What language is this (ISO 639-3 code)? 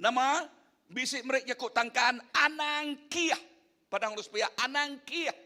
iba